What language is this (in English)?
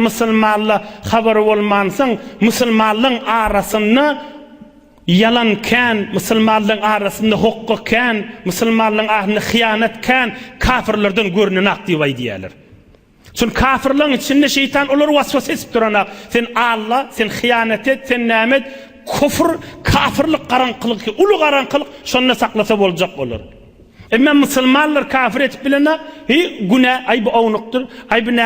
Turkmen